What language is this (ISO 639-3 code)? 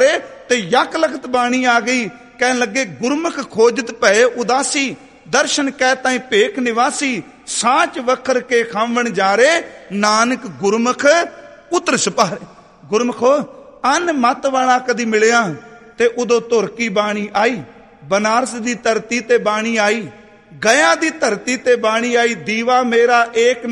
pan